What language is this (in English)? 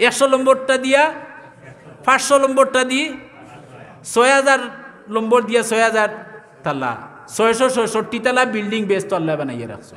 Sylheti